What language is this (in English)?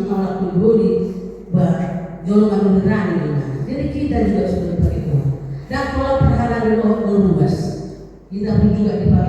Batak Toba